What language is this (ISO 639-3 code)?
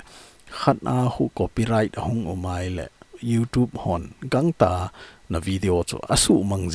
tcz